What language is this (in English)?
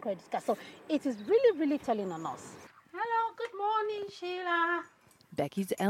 English